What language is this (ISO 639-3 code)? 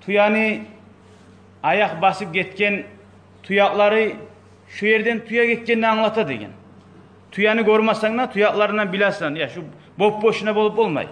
kum